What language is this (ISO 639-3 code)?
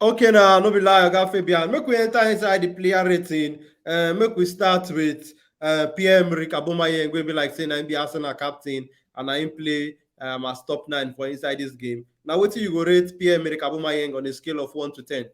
pcm